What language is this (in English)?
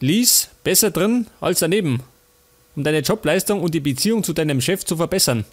Bavarian